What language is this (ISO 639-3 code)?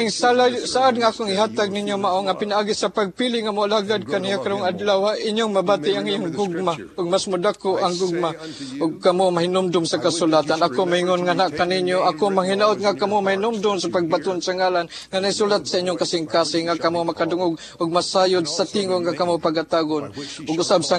ceb